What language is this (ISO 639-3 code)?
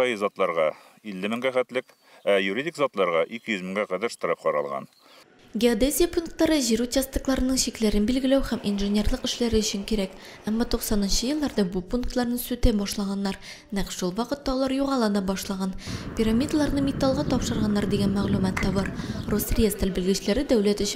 tat